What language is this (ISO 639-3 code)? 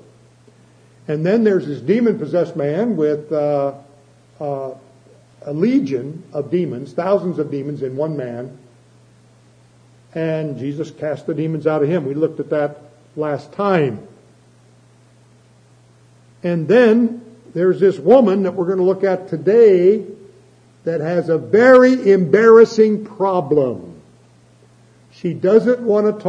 eng